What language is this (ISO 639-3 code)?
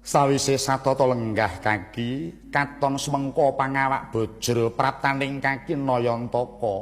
jav